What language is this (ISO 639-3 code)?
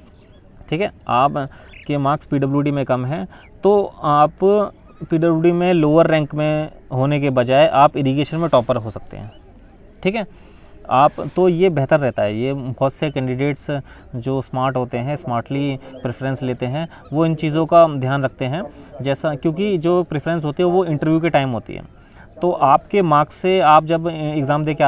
hin